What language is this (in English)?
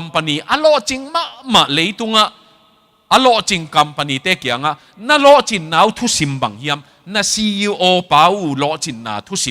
Tedim Chin